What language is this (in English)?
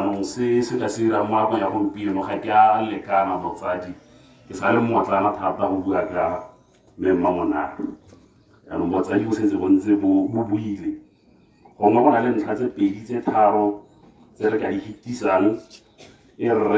Tswana